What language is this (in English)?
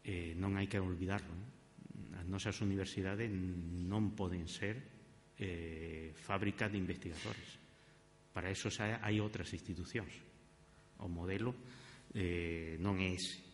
Galician